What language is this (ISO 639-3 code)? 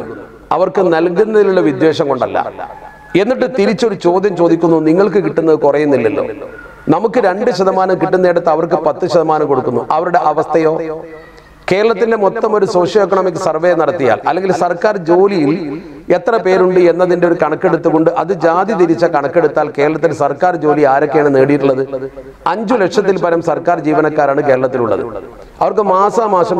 mal